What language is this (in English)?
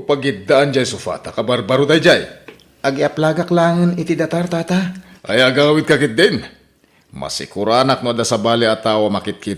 Iloko